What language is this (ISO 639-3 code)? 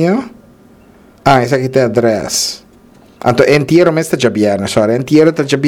pap